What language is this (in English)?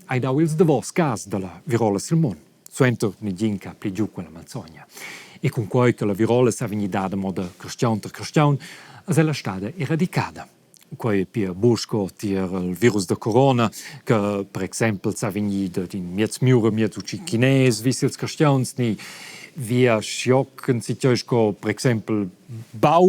Romansh